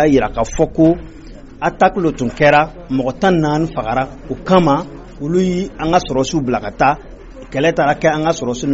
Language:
Bambara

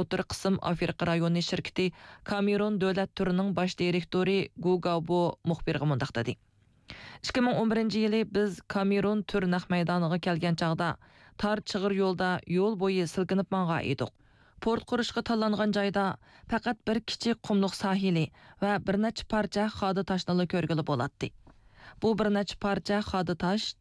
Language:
Uyghur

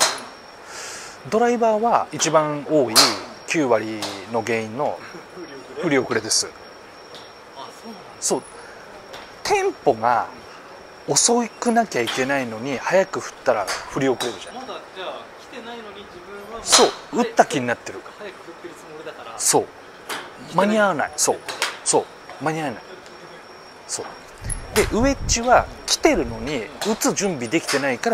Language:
Japanese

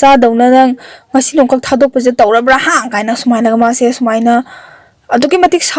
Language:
Manipuri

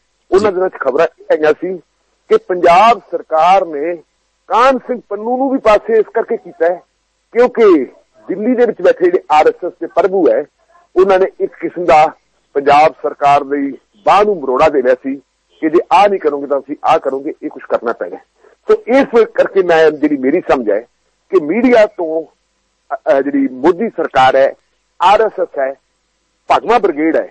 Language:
Punjabi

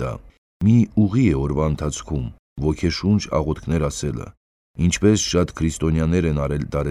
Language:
Armenian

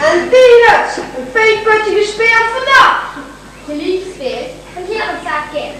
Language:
Limburgish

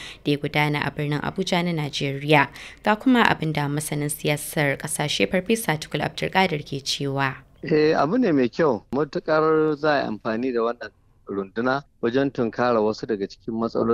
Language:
Hausa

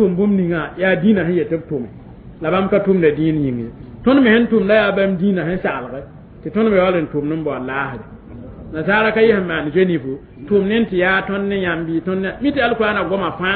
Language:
Mossi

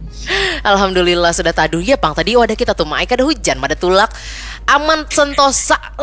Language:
Banjar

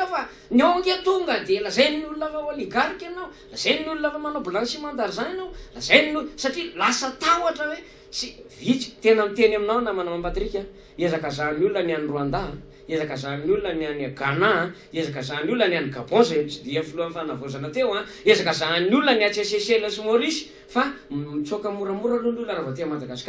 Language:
Malagasy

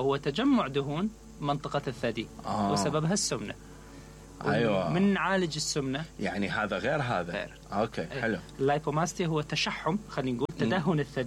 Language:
Mesopotamian Arabic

